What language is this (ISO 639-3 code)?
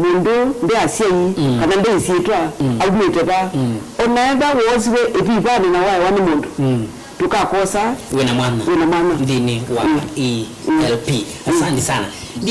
kam